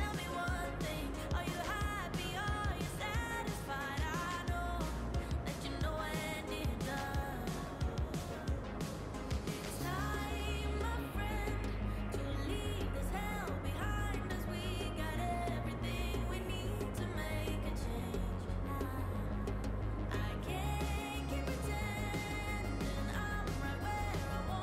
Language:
English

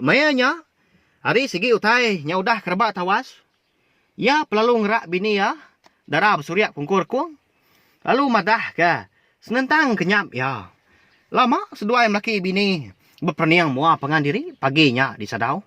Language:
Iban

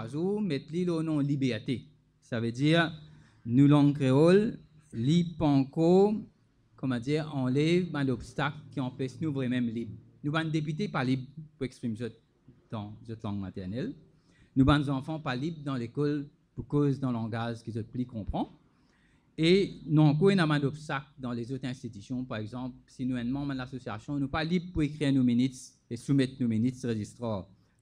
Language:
Morisyen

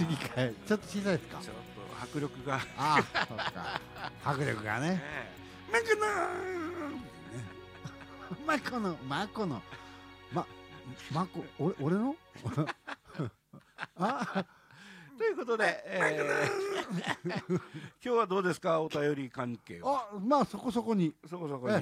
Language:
Japanese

